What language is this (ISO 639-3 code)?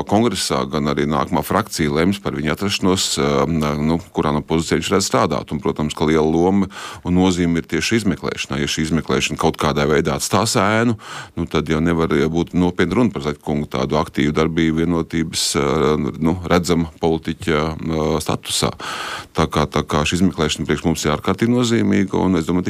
lav